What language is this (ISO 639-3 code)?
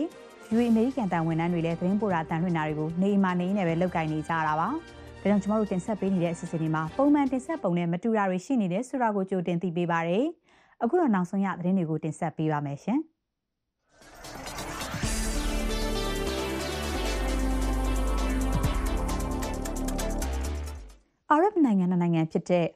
mya